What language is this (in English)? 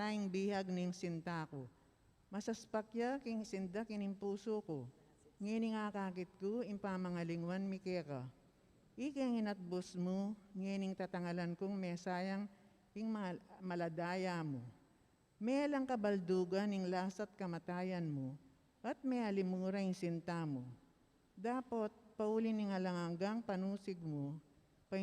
Pampanga